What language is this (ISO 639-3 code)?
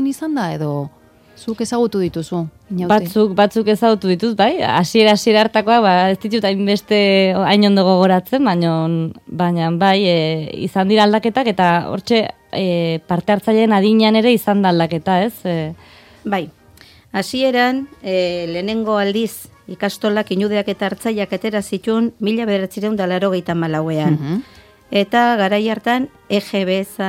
eus